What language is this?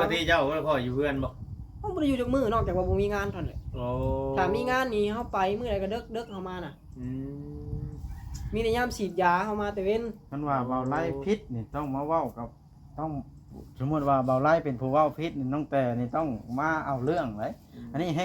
Northeastern Thai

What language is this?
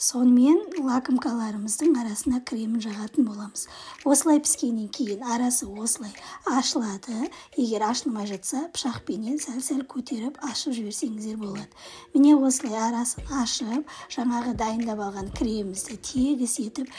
Kazakh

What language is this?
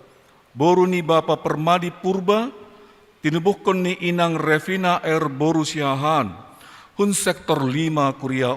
Batak Simalungun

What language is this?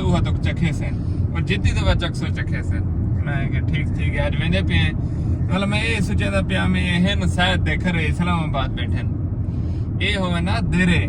Saraiki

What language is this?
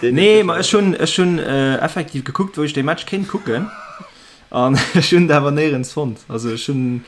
Luxembourgish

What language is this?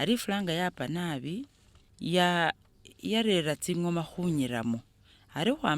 Masaaba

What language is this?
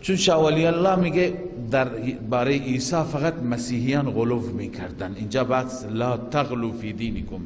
Persian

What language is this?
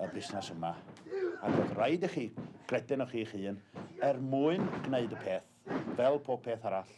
Welsh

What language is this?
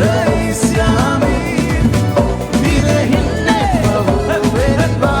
Divehi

